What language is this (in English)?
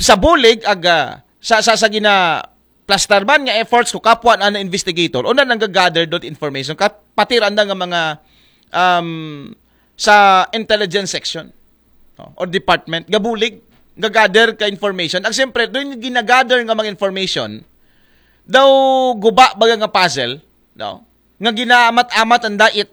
Aklanon